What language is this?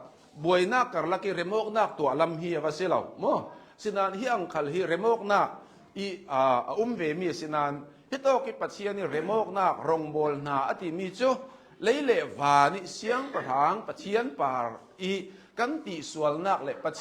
Hakha Chin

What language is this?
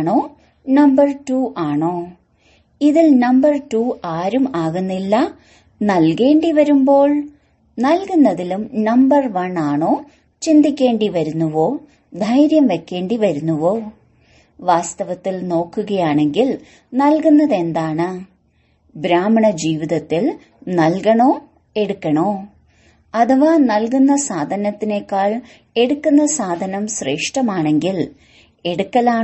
Malayalam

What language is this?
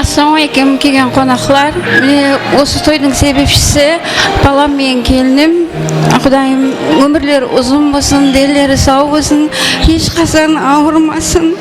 Kara-Kalpak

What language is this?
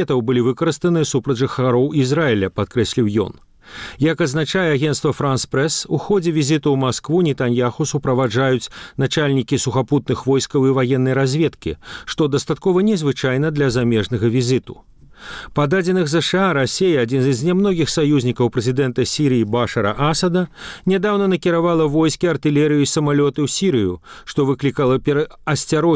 Belarusian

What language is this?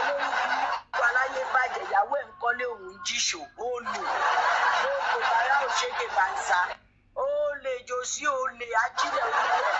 Yoruba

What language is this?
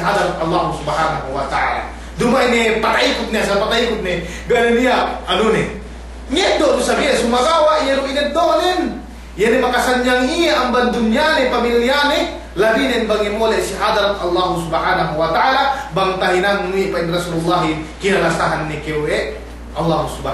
Yakan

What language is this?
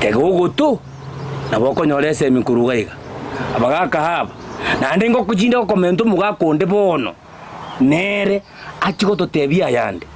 Gusii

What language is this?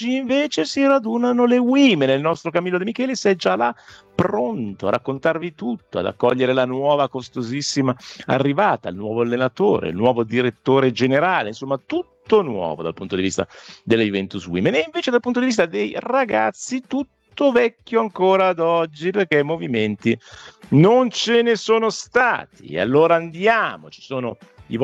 Italian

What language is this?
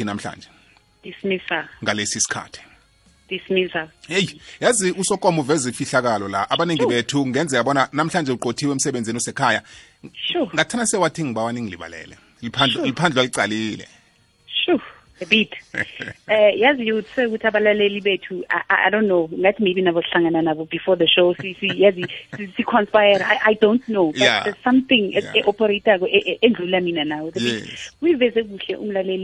South Ndebele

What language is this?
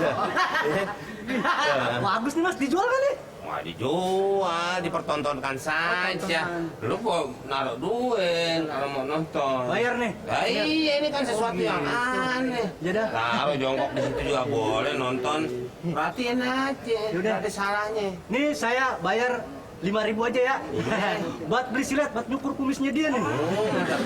Betawi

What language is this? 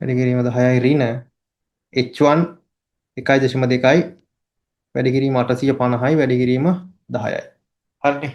Sinhala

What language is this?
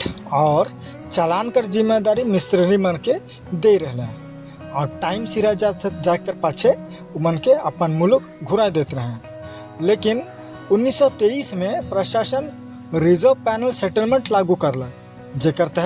Sadri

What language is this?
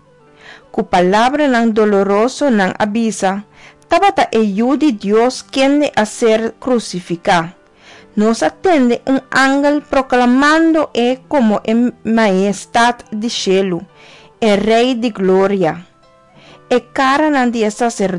Papiamento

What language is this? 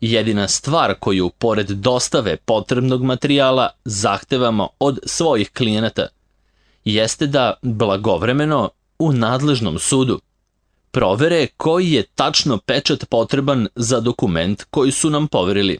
Serbian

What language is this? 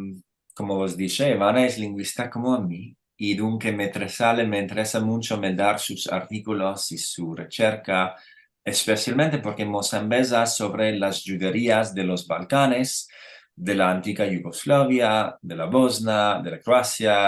Ladino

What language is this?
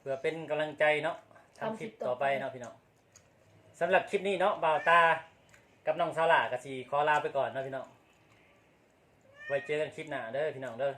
Lao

